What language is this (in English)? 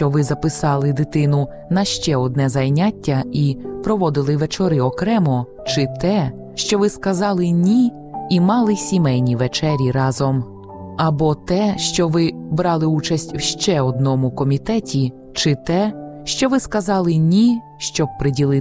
Ukrainian